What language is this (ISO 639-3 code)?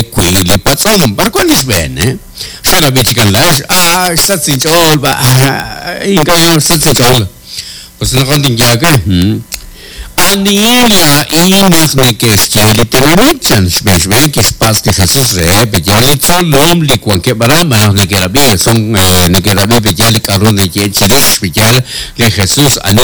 kek